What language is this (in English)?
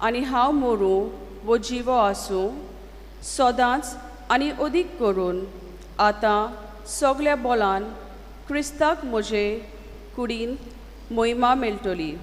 Konkani